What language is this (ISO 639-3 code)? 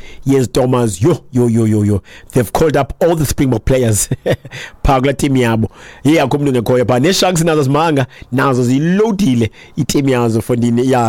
xho